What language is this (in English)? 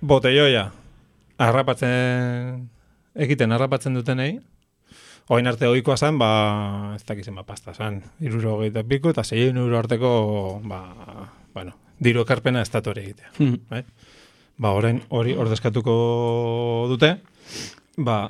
Basque